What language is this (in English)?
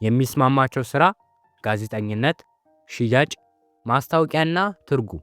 Amharic